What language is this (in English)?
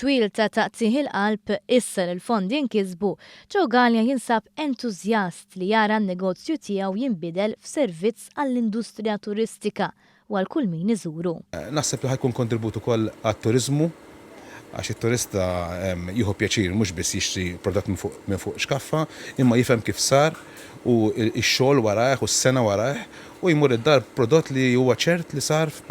Maltese